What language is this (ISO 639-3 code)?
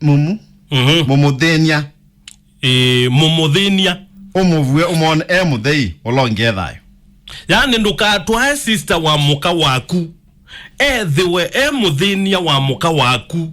kam